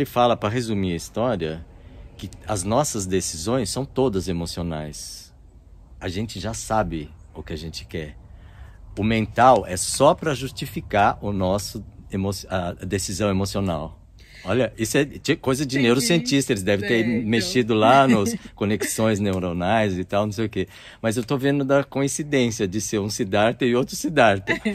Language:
Portuguese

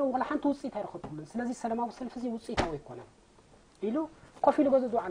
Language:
Tigrinya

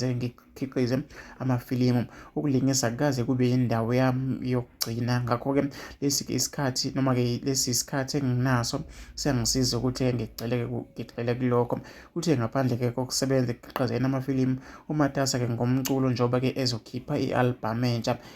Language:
Zulu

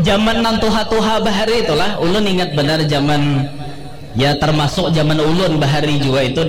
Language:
Banjar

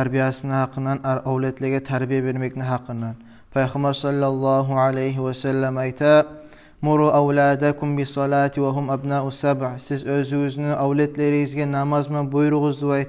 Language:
Kumyk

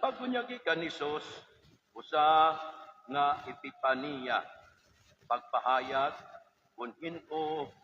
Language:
Waray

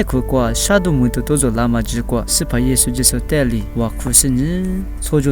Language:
Lisu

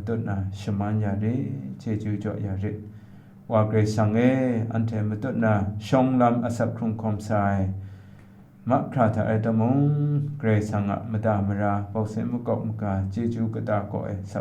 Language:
Kachin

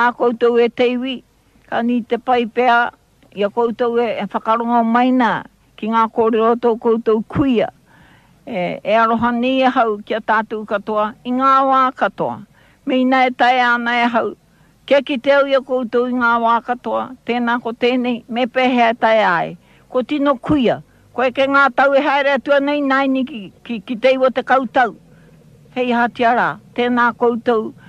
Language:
Māori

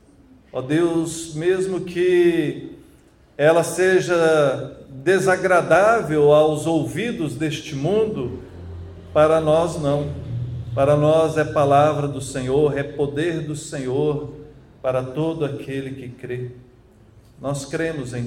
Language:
Portuguese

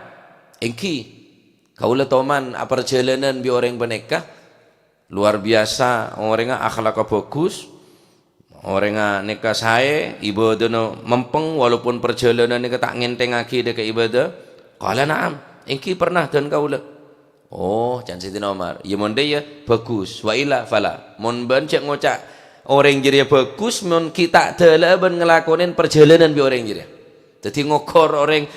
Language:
Madurese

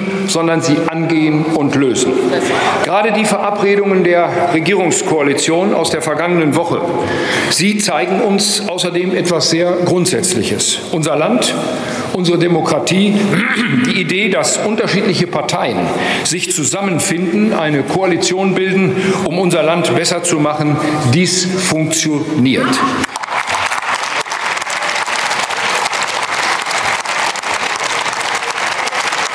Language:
German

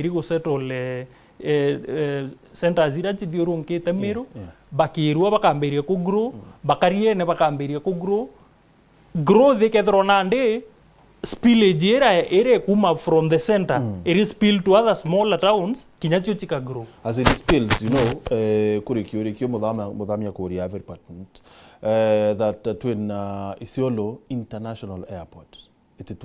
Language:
Meru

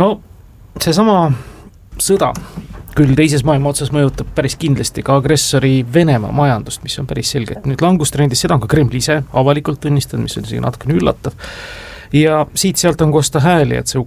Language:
Estonian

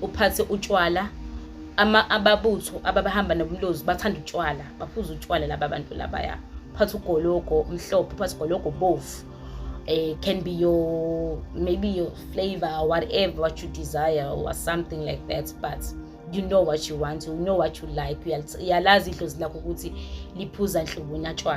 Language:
Zulu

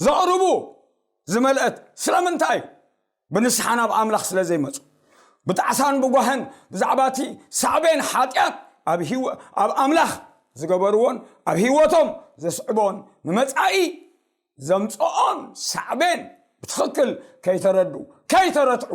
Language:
Tigrinya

